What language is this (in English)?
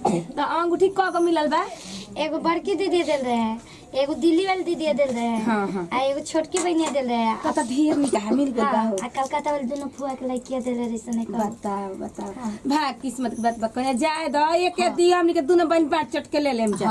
Bhojpuri